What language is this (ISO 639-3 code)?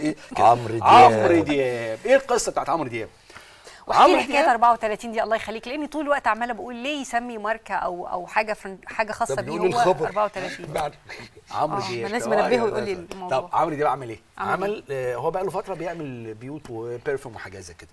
arz